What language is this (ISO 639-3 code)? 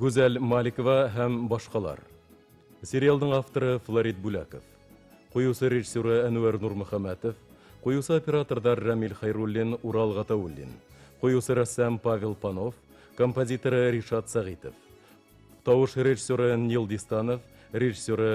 bak